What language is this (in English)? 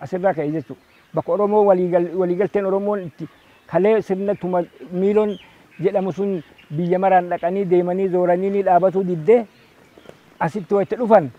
Oromo